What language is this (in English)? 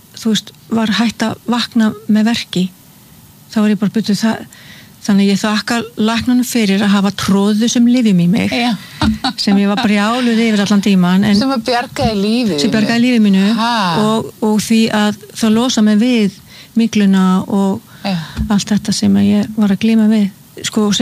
Icelandic